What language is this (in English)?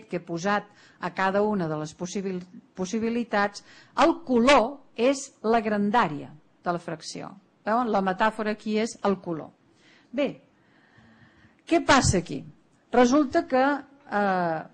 Catalan